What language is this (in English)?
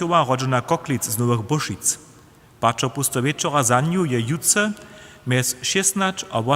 Upper Sorbian